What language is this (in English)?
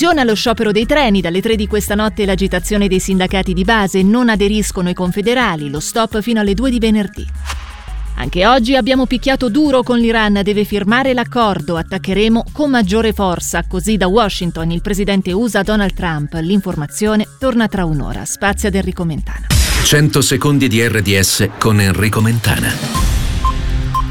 Italian